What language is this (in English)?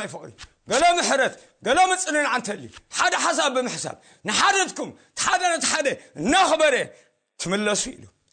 Tigrinya